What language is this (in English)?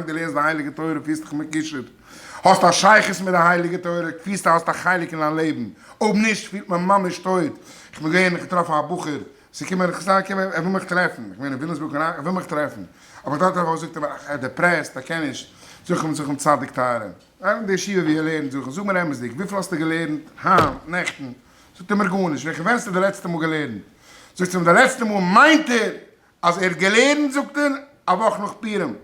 Yiddish